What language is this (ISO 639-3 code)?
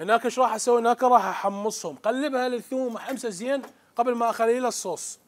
acm